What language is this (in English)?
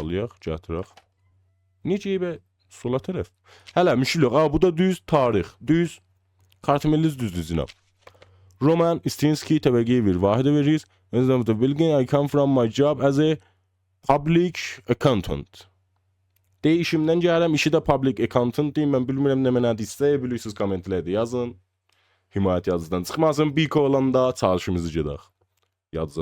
South Azerbaijani